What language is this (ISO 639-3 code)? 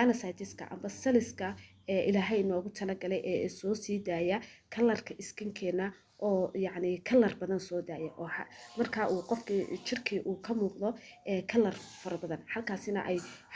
som